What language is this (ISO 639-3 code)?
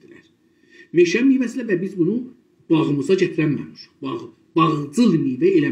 azb